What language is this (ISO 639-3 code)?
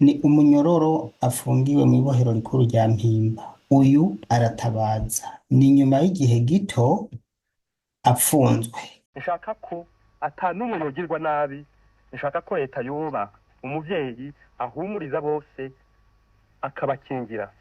run